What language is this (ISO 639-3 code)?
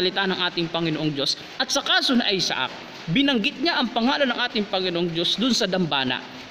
fil